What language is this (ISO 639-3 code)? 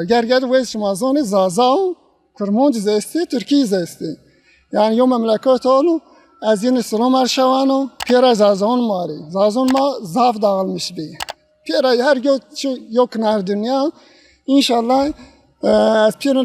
zza